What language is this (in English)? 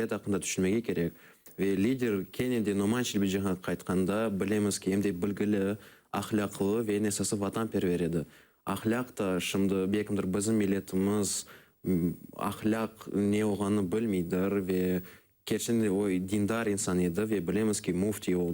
Crimean Tatar